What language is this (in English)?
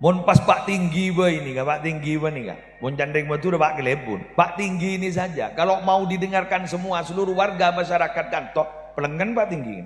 Madurese